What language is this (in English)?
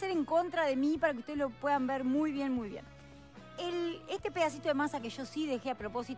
Spanish